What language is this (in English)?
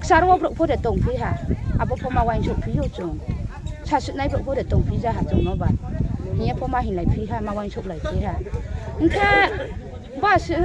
Riang (India)